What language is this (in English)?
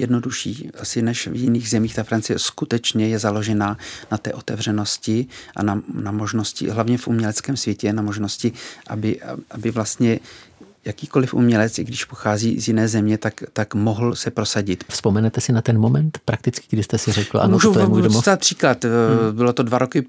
Czech